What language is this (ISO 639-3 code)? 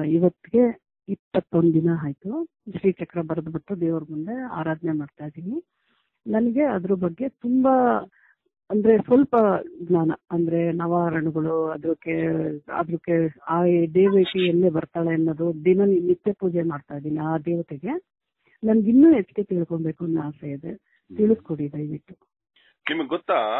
kan